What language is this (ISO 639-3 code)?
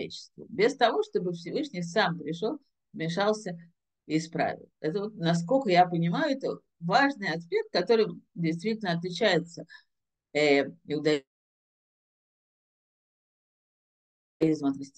rus